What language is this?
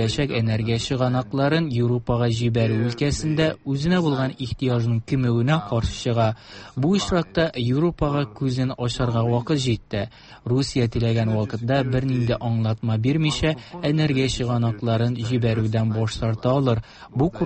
Tatar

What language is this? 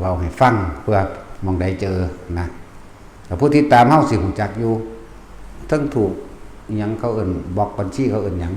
Northeastern Thai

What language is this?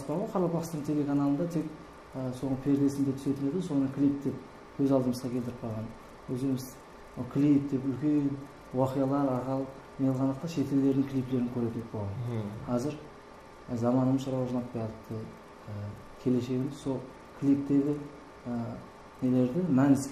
Kara-Kalpak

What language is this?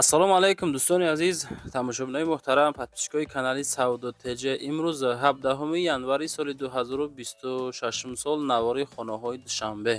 Tajik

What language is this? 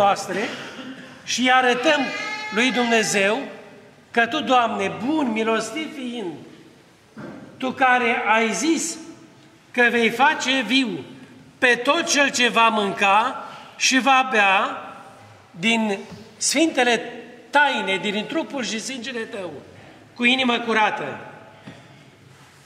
Romanian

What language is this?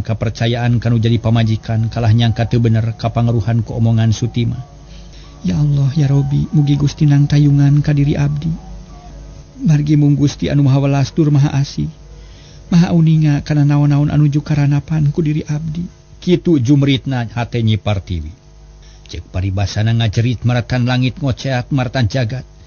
Sundanese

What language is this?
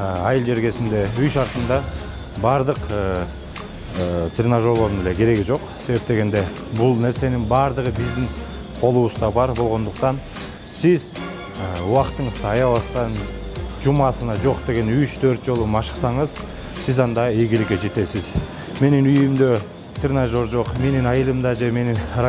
Kyrgyz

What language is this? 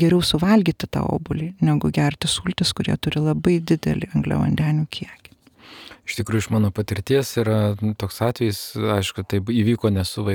Lithuanian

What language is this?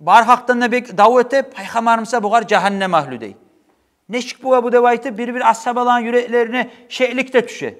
Kumyk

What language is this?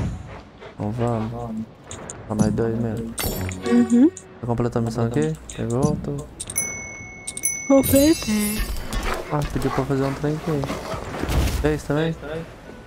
Portuguese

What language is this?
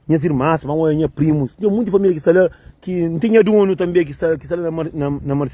Kabuverdianu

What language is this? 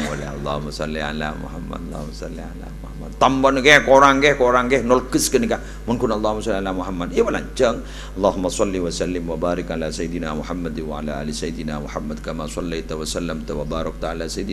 Madurese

